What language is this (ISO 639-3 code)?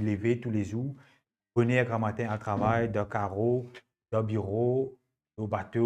mfe